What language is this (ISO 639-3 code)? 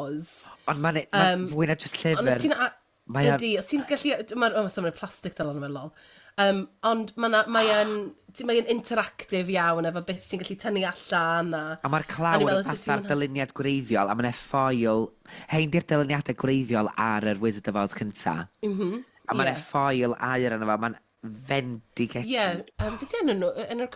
cym